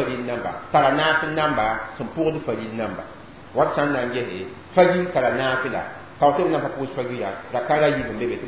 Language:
Mossi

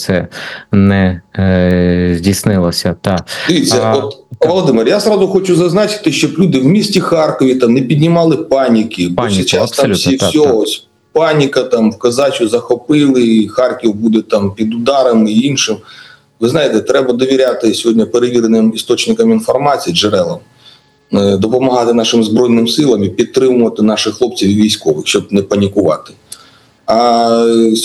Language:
Ukrainian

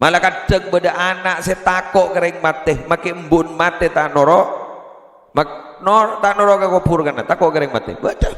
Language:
Madurese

